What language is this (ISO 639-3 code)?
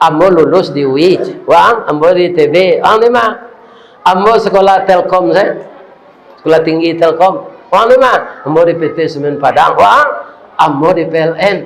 min